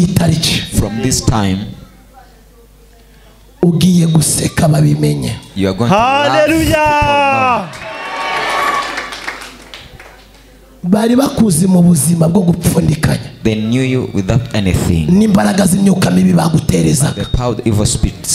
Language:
Kinyarwanda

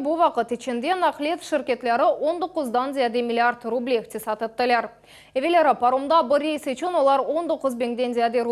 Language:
Crimean Tatar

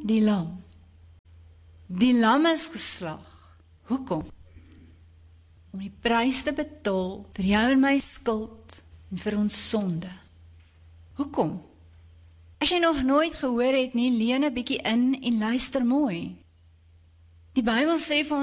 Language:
Afrikaans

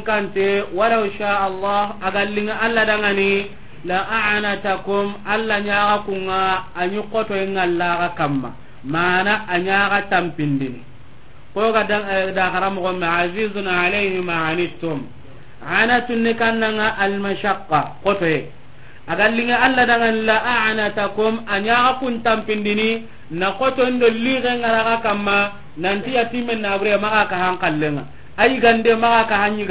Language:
Soninke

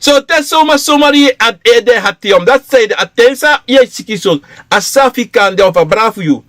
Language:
Sranan Tongo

